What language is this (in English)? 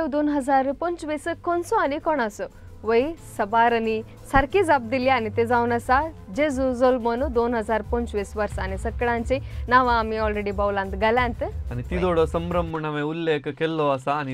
Konkani